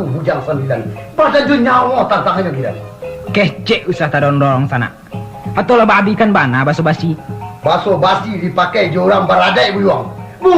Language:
Minangkabau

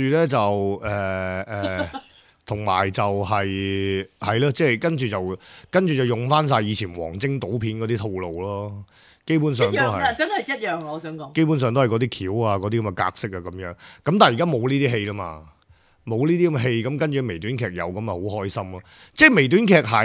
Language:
Cantonese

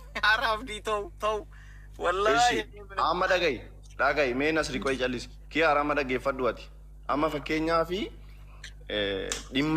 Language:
Oromo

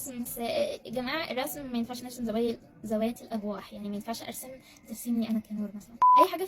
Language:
Egyptian Arabic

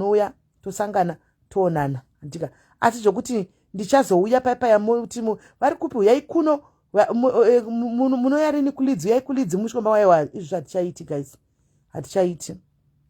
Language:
Shona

